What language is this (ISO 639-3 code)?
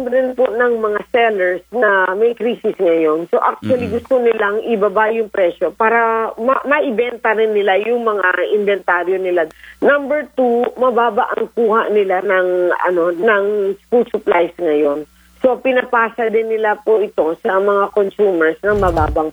fil